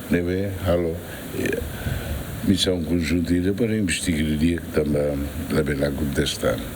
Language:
Tetum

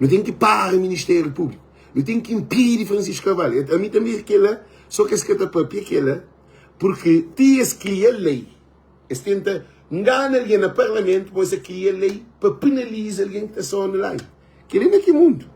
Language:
Kabuverdianu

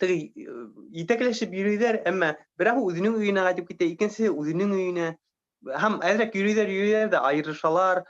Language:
Bashkir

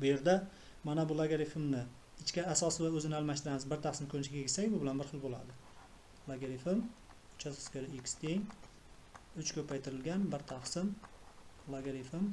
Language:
Uzbek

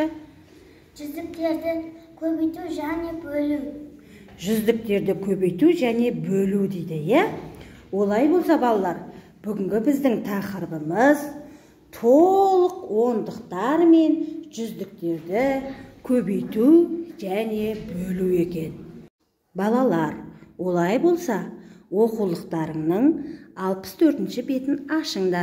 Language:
Kazakh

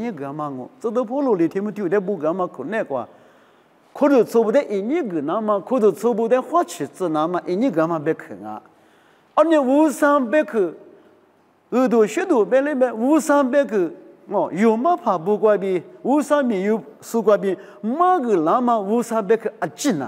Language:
Lisu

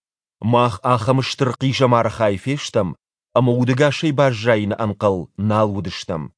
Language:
Ossetic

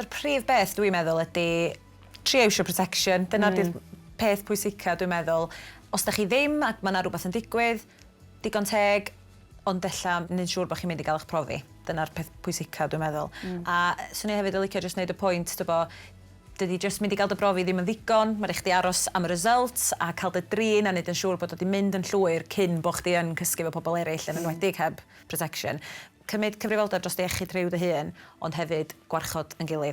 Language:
Welsh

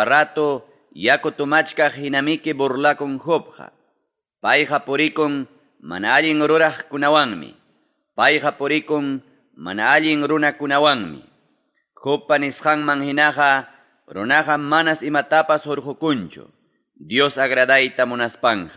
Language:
Ayacucho Quechua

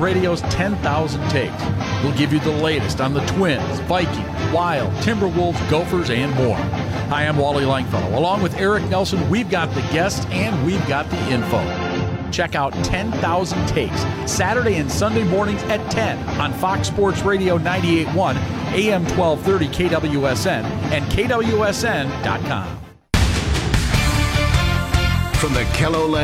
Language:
English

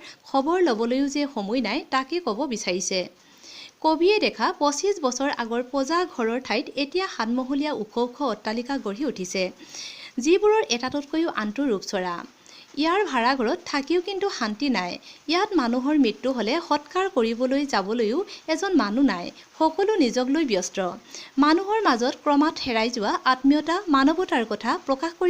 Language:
Assamese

